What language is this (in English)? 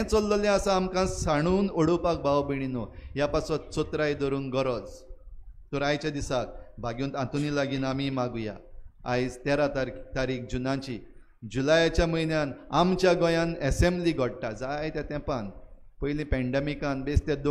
Konkani